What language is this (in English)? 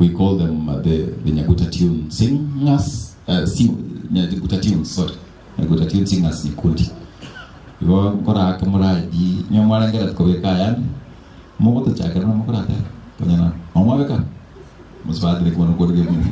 Gusii